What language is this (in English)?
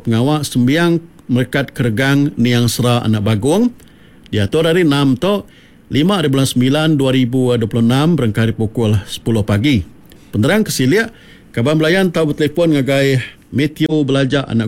Iban